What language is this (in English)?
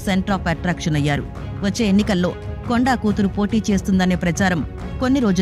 Telugu